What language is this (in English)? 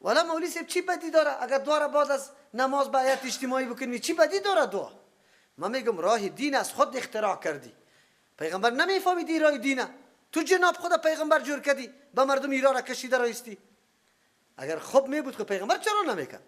Persian